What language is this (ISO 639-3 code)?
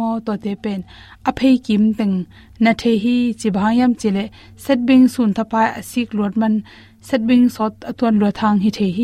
ctd